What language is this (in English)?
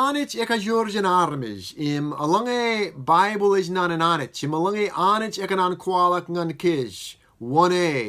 Marshallese